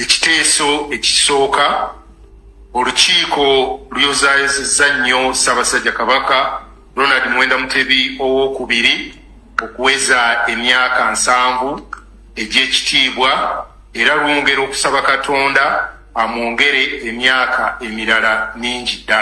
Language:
Ganda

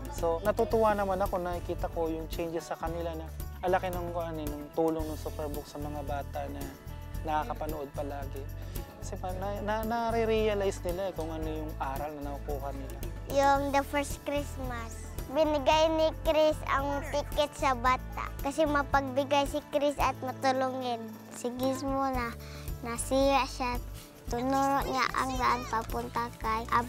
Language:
Filipino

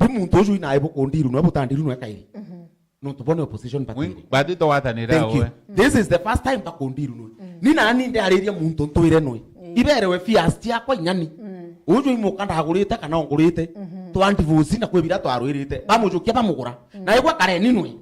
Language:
Meru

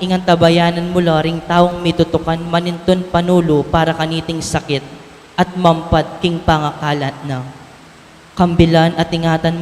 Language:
Pampanga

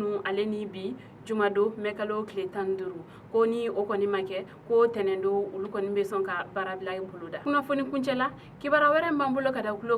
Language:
Bambara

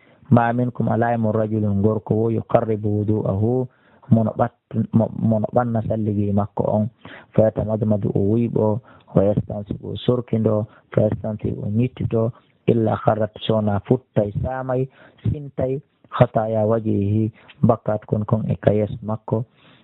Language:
Fula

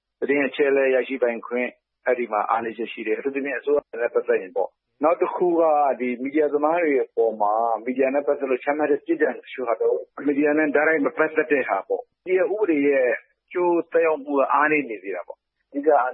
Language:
Burmese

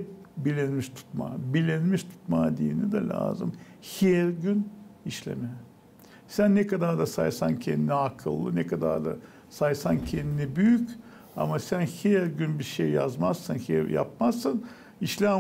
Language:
Gagauz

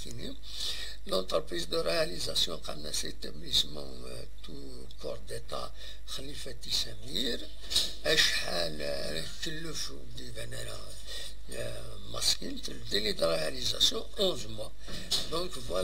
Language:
Kabyle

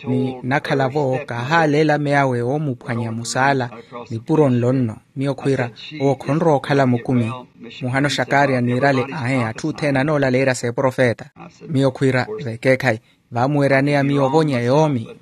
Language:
Makhuwa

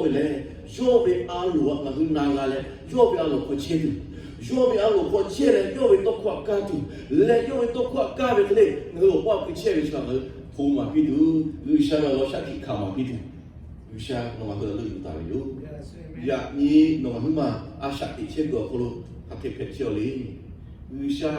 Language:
Lahu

